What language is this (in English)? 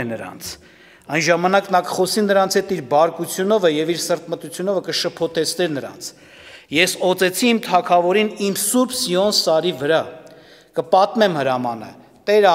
Armenian